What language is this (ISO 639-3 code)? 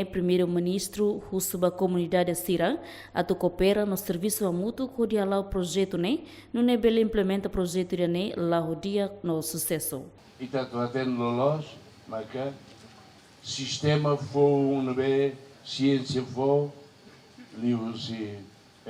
tet